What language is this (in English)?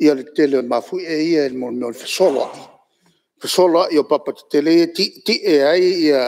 Samoan